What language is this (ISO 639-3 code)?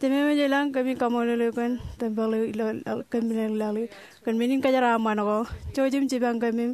mah